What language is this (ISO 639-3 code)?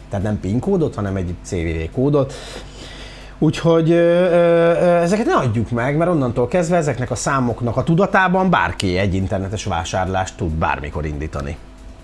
hun